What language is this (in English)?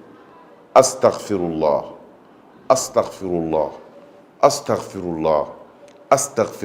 Bambara